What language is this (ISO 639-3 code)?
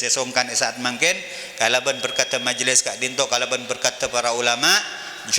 mad